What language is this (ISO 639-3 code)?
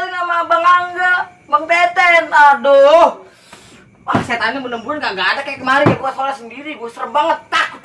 bew